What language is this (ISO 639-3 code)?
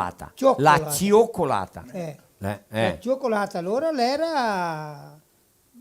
vec